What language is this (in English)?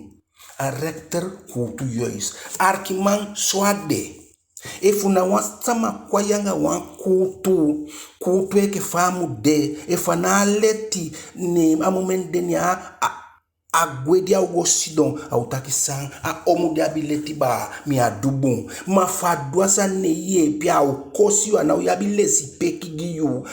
Eastern Maroon Creole